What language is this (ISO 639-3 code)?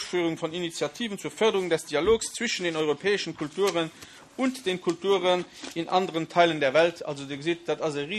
ltz